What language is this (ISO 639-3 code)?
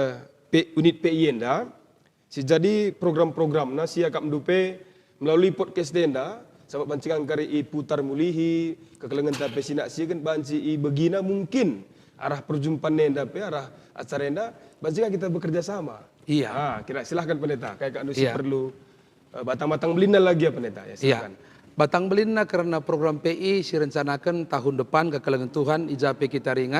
btx